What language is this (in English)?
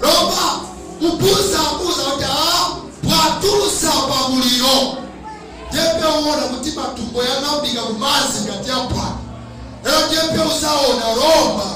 Nyanja